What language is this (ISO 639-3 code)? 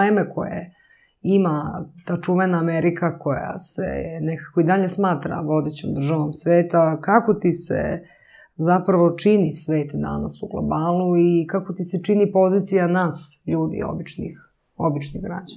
srp